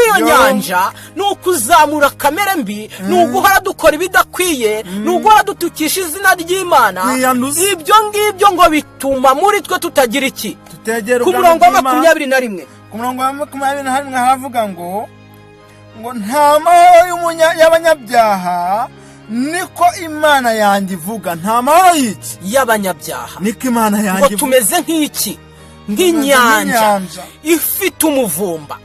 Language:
Kinyarwanda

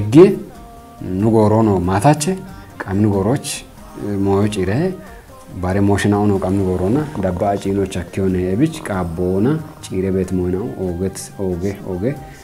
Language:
Kafa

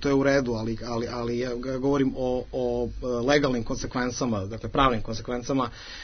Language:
Serbian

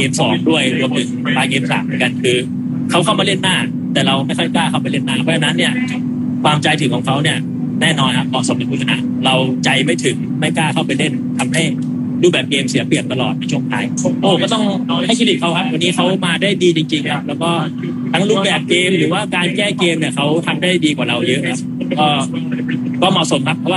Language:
Thai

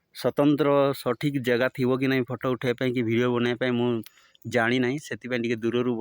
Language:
Odia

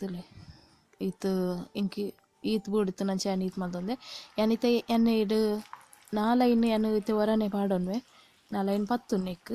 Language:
Tulu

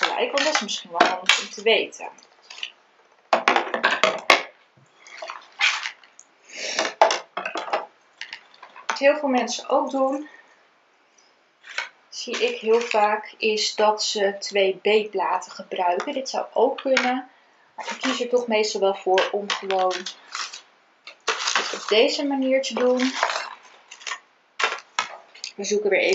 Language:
Dutch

